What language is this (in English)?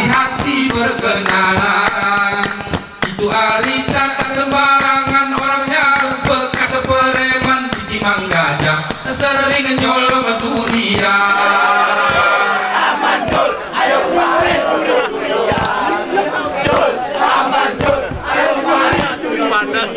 Gayo